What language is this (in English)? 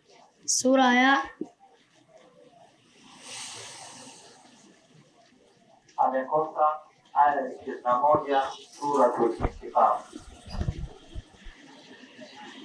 Swahili